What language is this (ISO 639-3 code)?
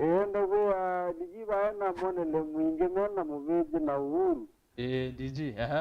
kam